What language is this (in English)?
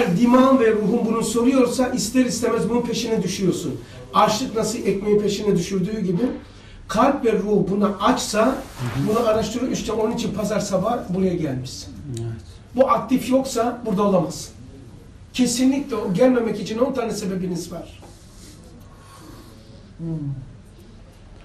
Turkish